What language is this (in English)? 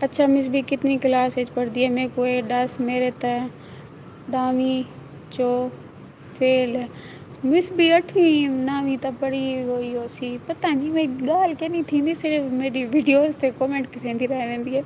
Saraiki